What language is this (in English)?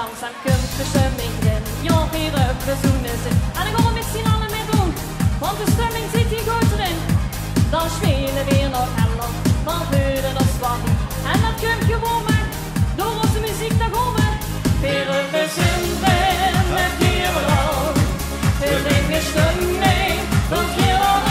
Limburgish